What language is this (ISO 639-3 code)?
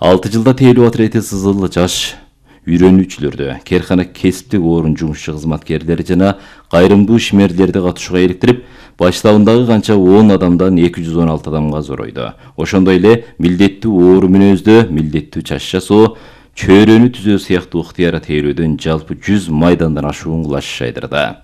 kir